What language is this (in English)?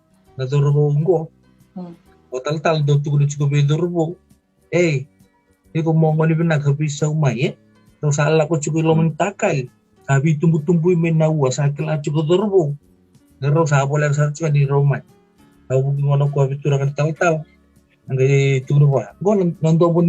Fijian